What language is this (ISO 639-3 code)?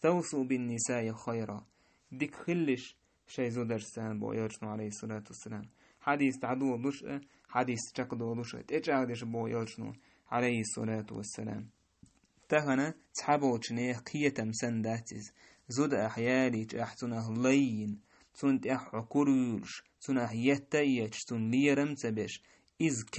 che